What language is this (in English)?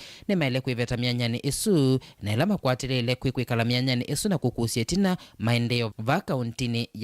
Kamba